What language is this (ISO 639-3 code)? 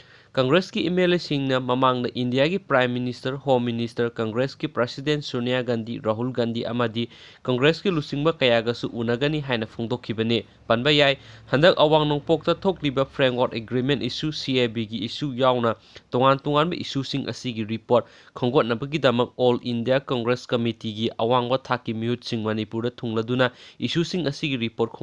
mni